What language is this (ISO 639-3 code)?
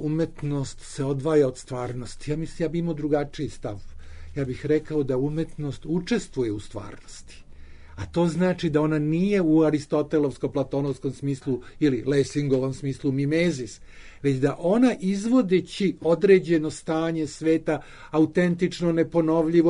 srp